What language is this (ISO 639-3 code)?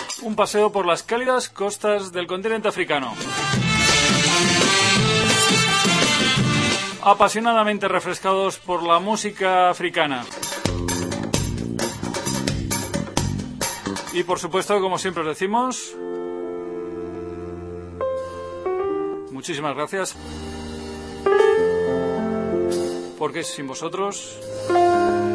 spa